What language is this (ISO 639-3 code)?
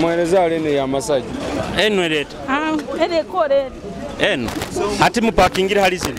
nyo